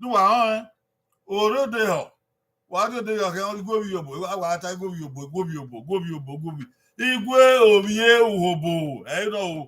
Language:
Bini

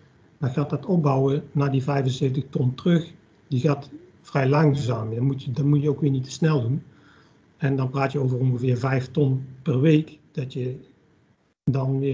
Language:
Dutch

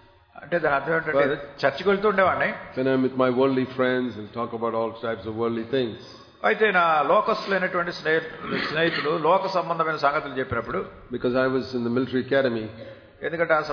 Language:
Telugu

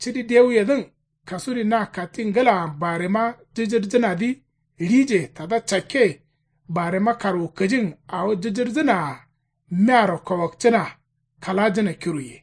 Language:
Kanuri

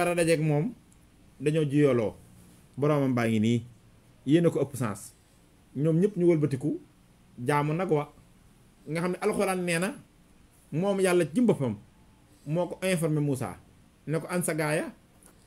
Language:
Wolof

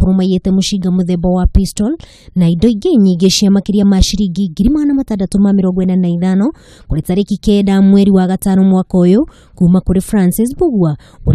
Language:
Kikuyu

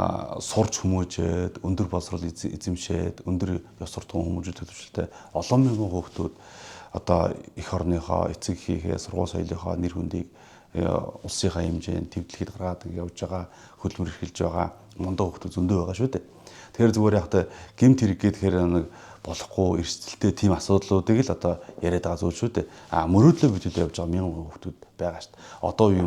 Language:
Mongolian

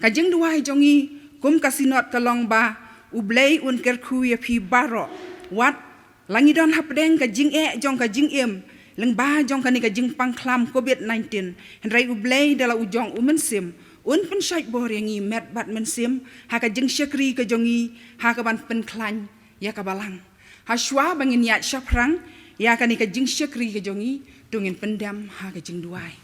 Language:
Khasi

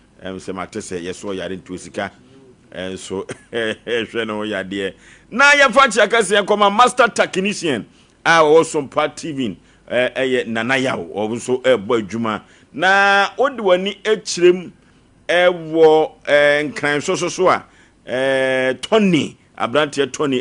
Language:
Akan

